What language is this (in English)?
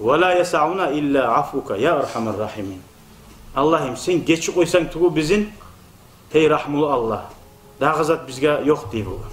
Kumyk